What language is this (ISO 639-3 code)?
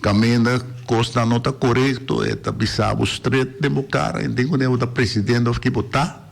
pap